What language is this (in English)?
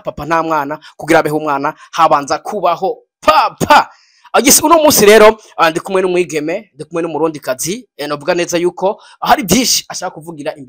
Rundi